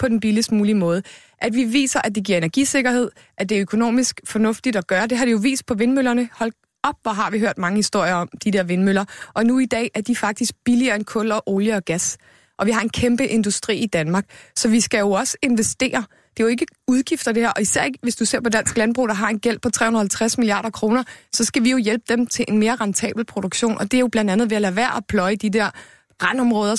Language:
Danish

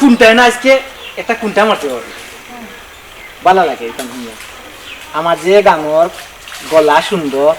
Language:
Sylheti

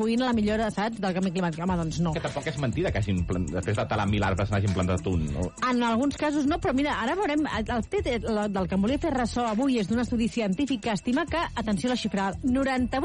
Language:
Catalan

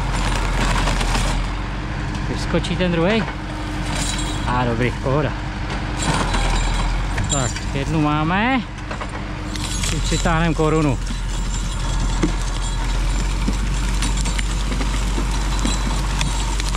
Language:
Czech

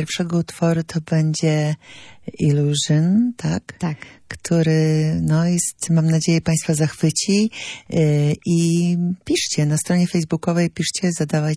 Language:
Polish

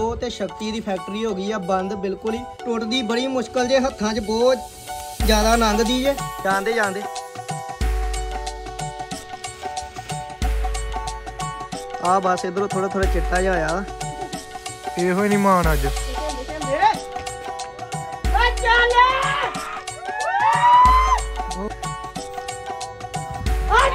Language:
Punjabi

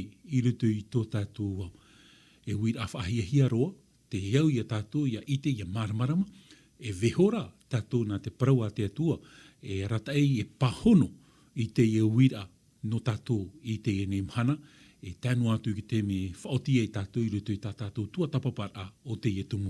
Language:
Tahitian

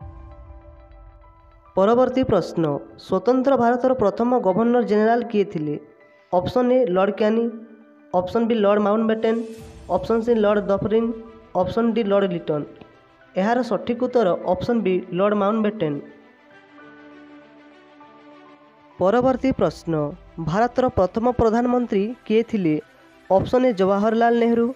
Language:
Odia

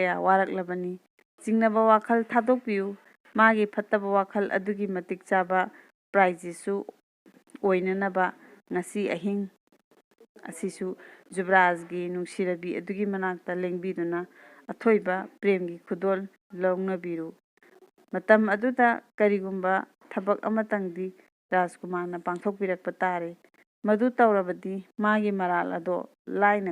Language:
Manipuri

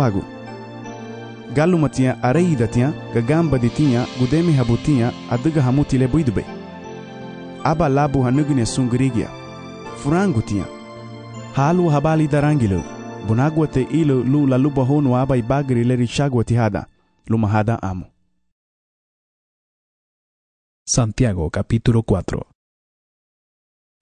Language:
Garifuna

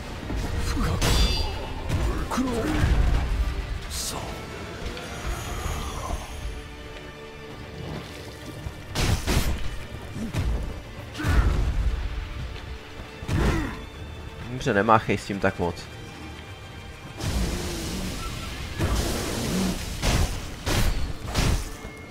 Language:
Czech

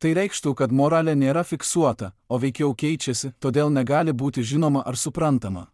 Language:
Lithuanian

